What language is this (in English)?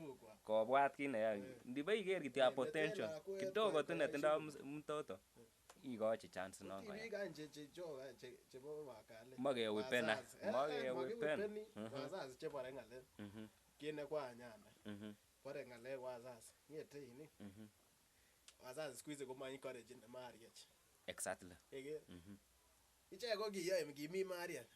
Kalenjin